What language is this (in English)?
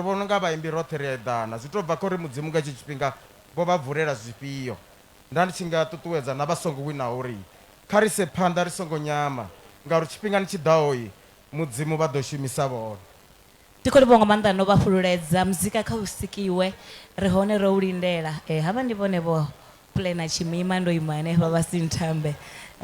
Venda